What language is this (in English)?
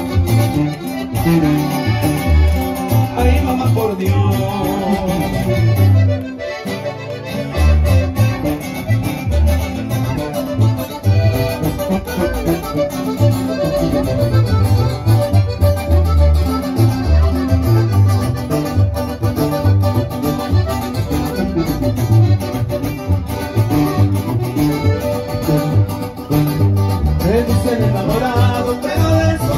Spanish